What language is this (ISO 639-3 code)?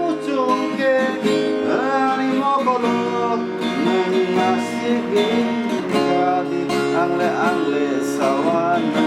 trp